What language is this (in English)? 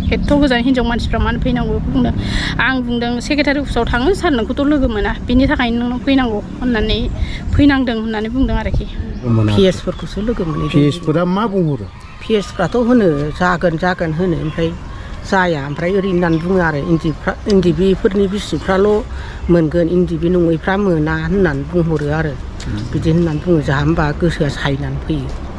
Bodo